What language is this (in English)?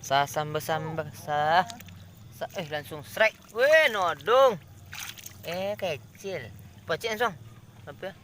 Minangkabau